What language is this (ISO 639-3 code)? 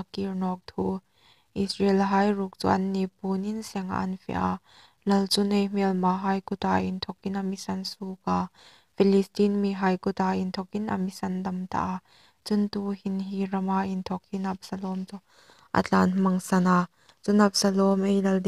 hmr